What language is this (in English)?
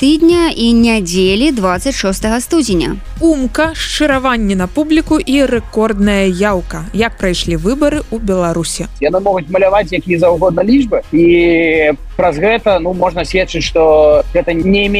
Belarusian